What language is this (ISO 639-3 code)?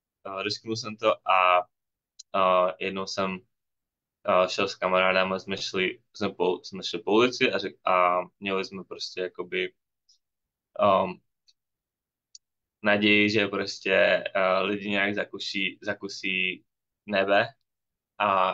ces